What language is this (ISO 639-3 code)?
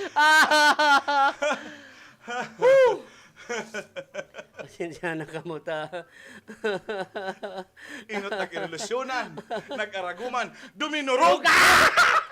bik